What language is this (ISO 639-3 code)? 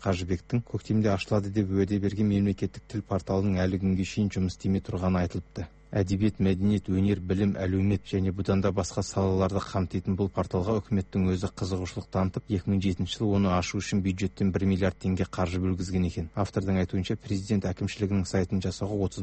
kaz